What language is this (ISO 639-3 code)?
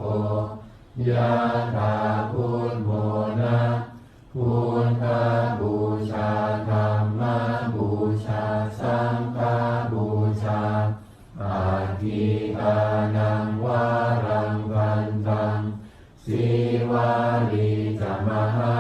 pli